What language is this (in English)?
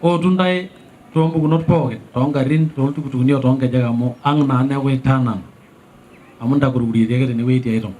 Masai